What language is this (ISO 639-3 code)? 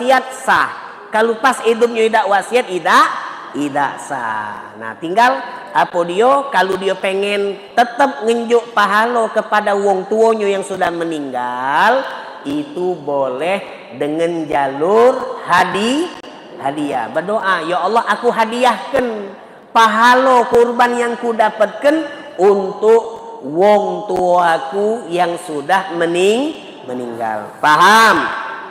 mui